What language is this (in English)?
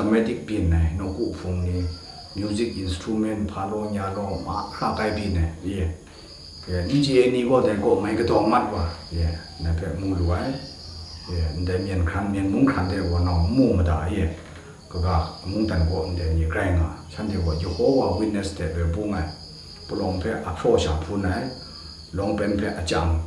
Kachin